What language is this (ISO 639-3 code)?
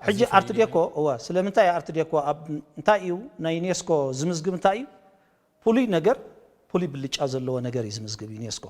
tir